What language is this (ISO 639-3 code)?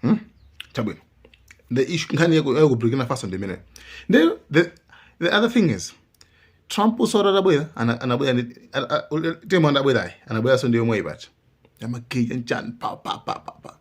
nya